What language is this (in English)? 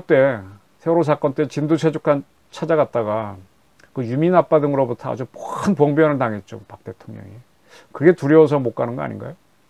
Korean